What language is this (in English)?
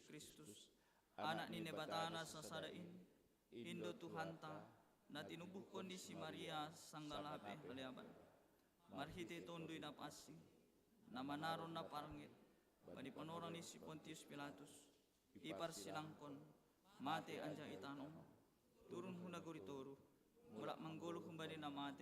Batak Simalungun